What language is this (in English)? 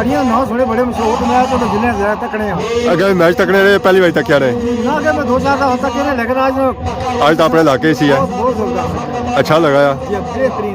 Pahari-Potwari